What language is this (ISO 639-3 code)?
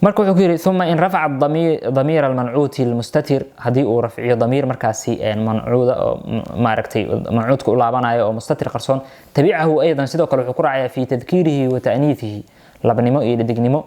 som